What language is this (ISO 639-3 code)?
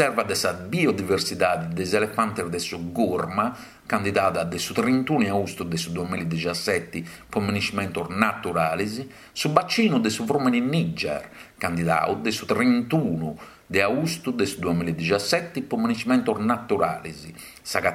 srd